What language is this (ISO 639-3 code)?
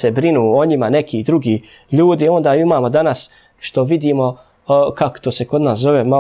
bos